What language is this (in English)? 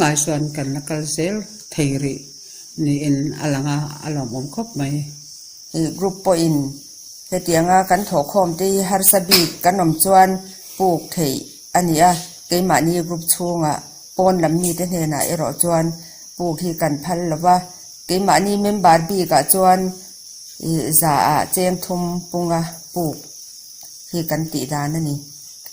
Mizo